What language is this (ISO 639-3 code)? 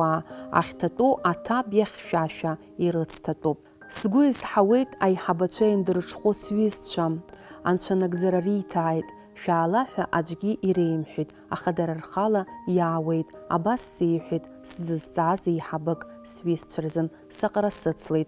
abk